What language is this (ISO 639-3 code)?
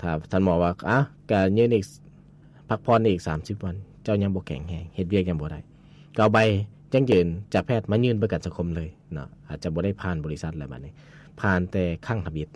lao